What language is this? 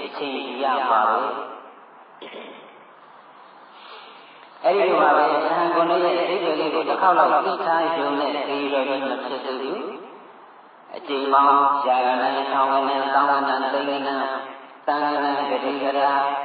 Burmese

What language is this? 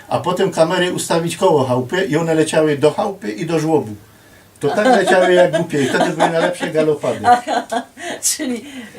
Silesian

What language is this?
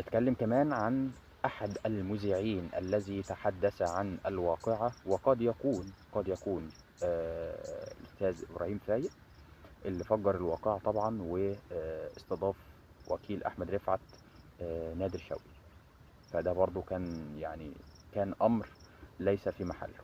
Egyptian Arabic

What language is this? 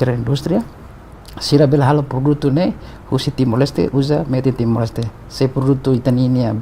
Tetum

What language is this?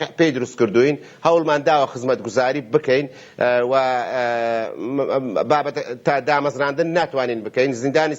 Central Kurdish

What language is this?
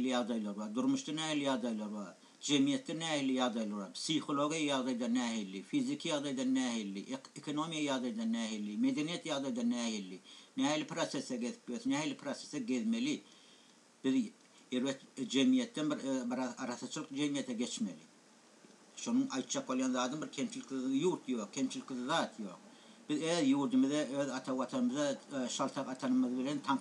Turkmen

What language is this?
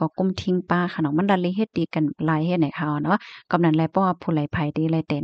Shan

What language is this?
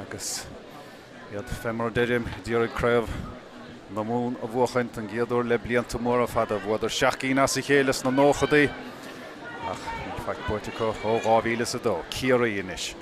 Irish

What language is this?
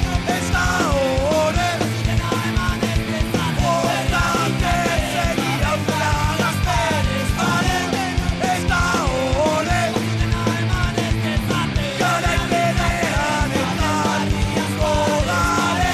Basque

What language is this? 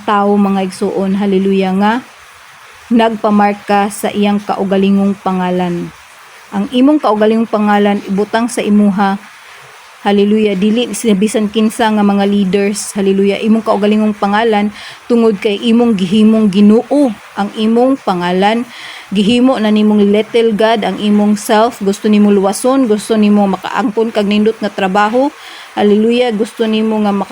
Cebuano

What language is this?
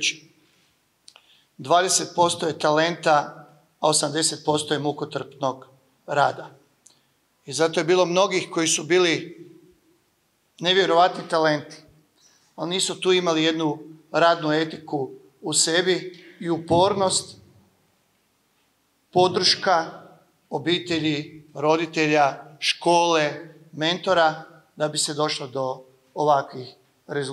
Croatian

